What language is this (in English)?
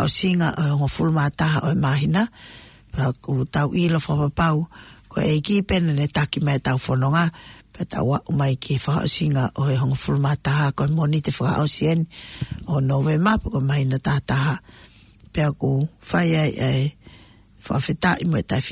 Tongan